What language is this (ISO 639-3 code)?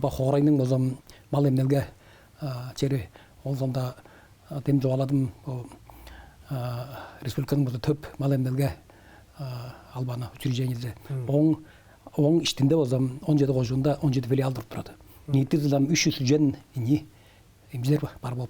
tyv